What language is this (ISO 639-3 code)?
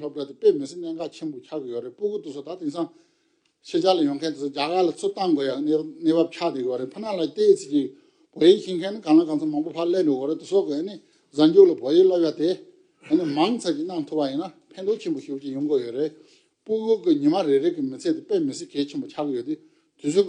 bod